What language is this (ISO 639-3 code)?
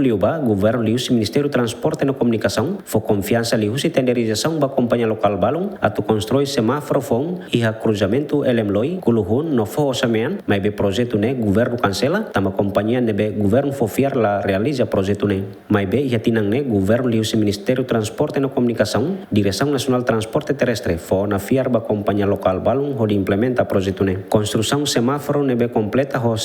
tet